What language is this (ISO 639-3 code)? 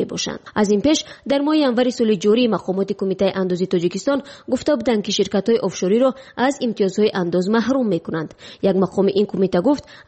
tgk